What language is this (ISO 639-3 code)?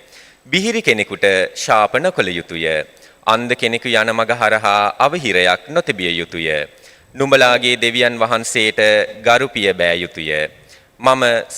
sin